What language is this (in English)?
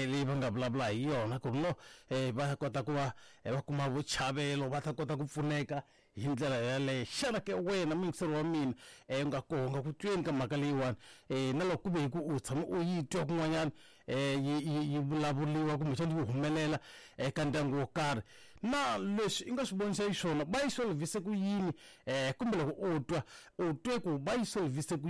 Tsonga